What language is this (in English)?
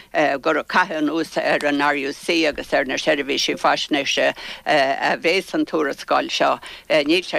Irish